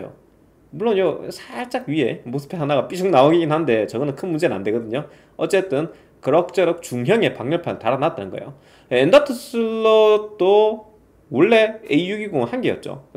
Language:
Korean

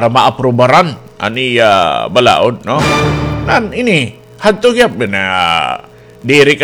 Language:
Waray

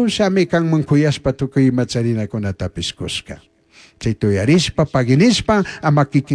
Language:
Chimborazo Highland Quichua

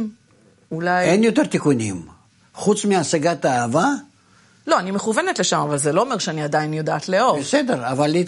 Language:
Hebrew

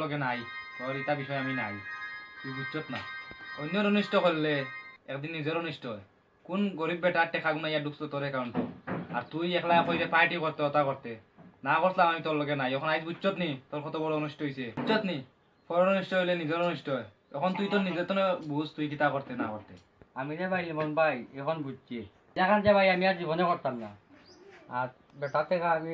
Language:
Sylheti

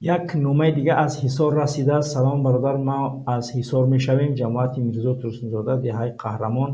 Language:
Tajik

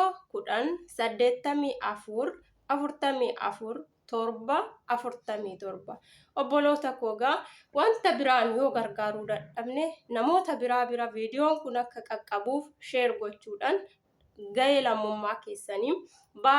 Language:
Oromo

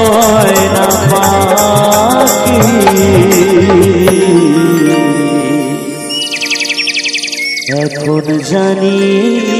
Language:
Bangla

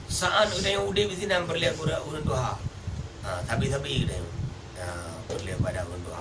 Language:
Achinese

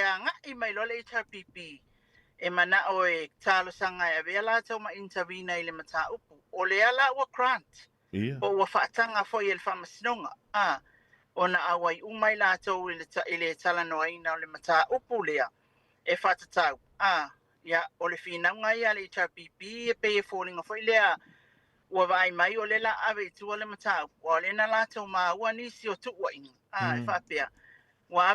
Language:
Samoan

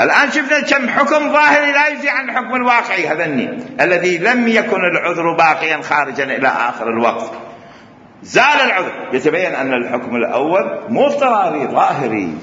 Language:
Mesopotamian Arabic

